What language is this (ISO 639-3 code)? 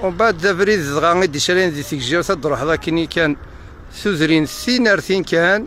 kab